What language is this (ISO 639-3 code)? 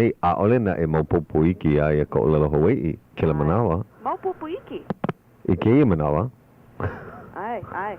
haw